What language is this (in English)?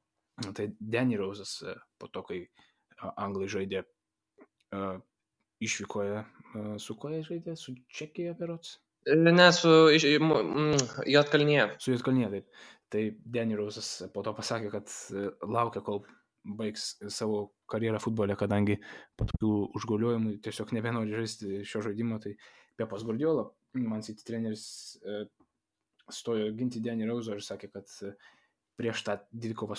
Lithuanian